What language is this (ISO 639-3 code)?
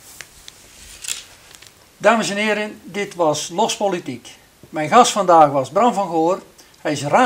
nld